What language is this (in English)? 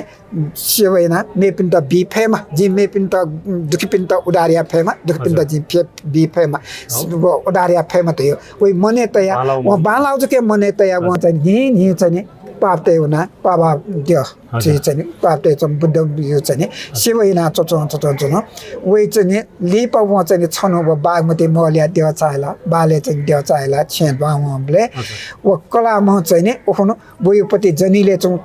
Newari